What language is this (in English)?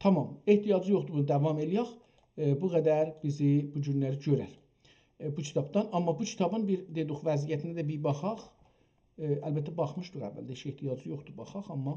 South Azerbaijani